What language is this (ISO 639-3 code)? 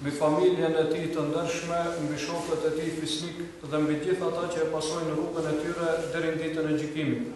sqi